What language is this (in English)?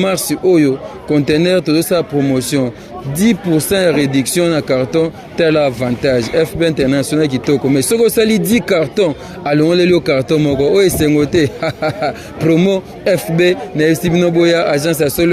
Lingala